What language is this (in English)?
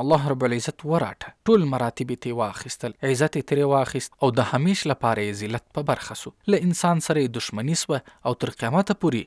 Pashto